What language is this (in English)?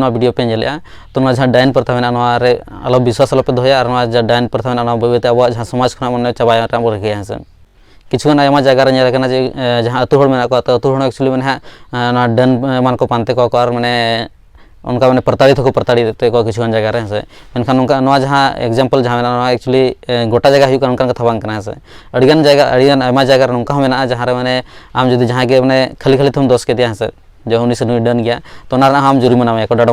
Santali